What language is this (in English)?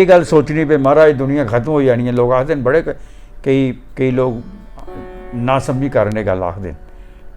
Dogri